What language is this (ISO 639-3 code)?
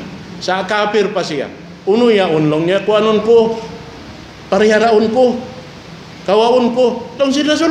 tsg